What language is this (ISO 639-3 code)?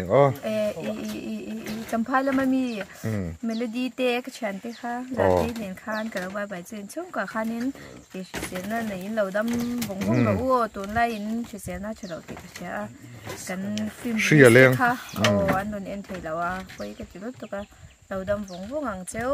lus